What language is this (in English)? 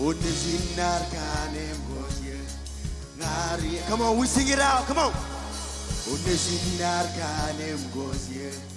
Marshallese